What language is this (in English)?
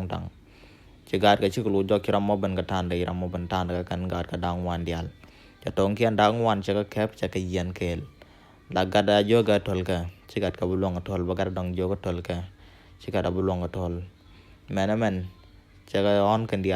Nuer